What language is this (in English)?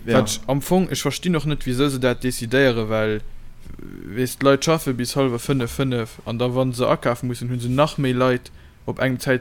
Luxembourgish